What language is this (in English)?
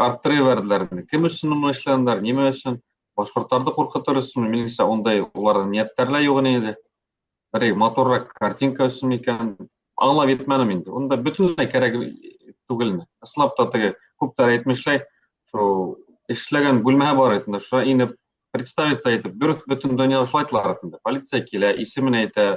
Bashkir